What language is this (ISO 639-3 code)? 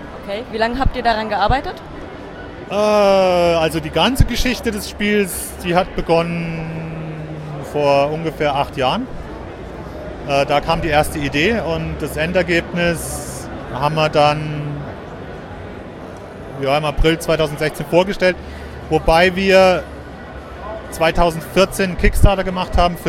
deu